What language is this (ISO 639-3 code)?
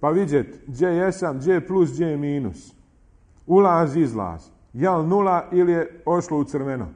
bos